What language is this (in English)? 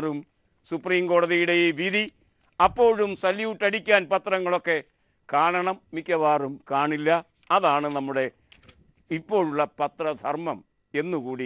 Malayalam